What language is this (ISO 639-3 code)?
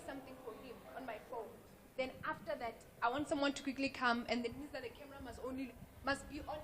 ven